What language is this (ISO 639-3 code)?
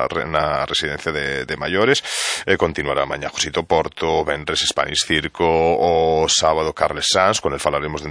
glg